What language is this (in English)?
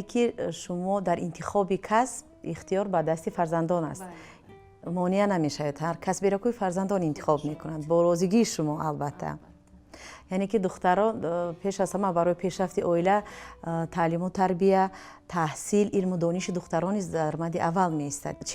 Tajik